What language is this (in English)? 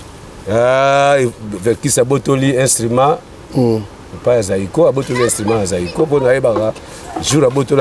Lingala